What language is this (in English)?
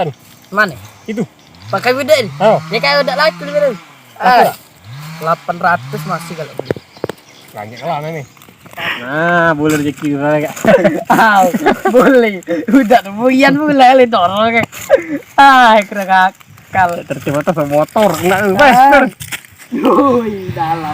Musi